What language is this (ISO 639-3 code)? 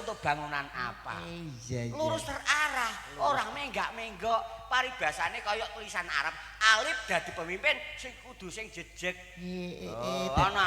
jav